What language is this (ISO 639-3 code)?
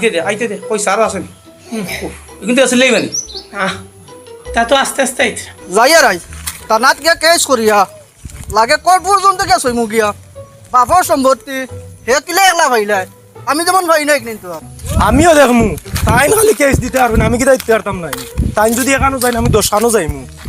syl